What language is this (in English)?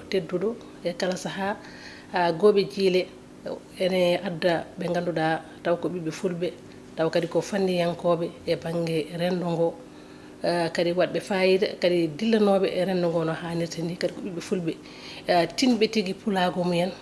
Fula